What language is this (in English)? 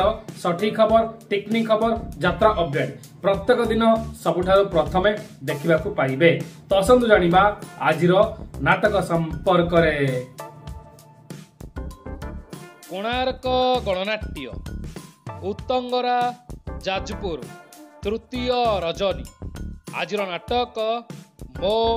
Odia